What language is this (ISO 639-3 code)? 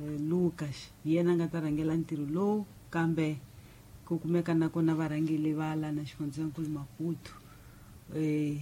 tso